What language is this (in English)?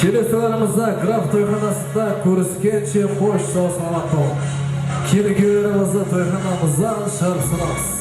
Kara-Kalpak